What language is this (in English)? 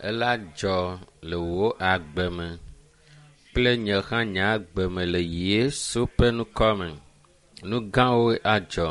Ewe